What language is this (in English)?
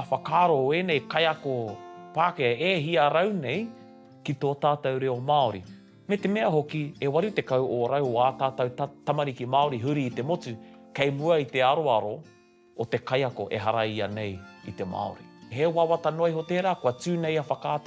Māori